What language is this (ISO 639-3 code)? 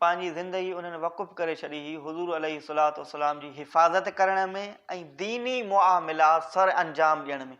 snd